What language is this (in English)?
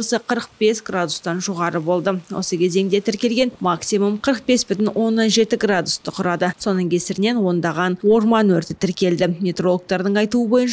Kazakh